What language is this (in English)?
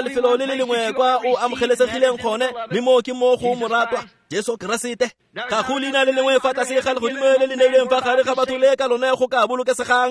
Tswana